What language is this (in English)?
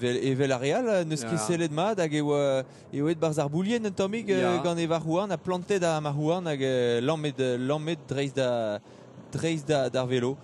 Breton